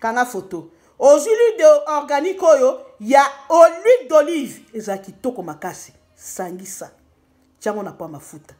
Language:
Lingala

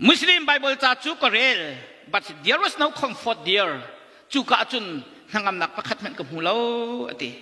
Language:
Hakha Chin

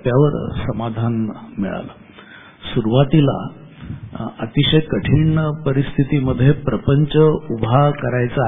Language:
Marathi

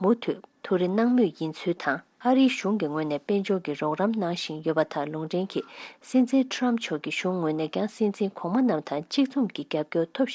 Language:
Tibetan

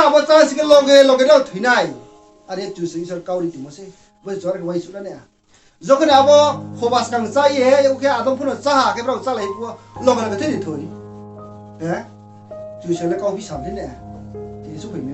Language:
Riang (India)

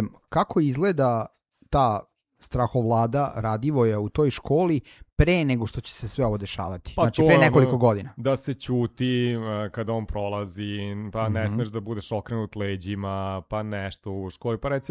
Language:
Serbian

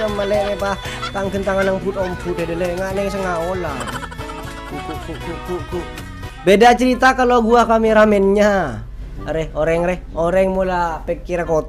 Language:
Madurese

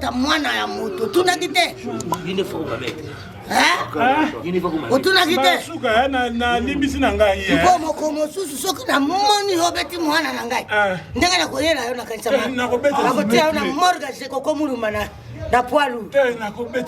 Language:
Lingala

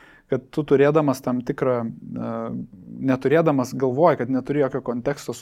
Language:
Lithuanian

